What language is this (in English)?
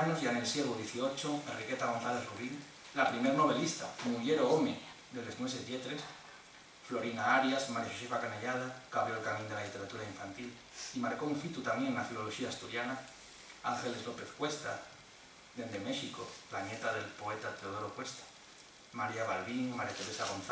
Asturian